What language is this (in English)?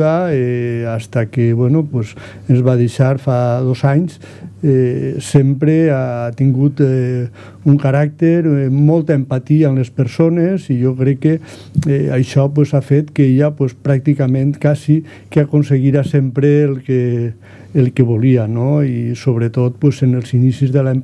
Catalan